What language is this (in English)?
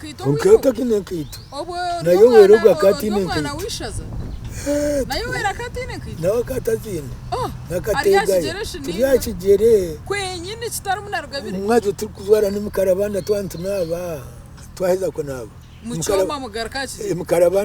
Nyankole